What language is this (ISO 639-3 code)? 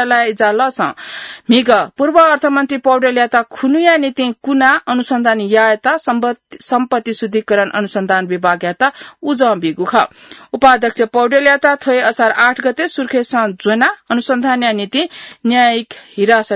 new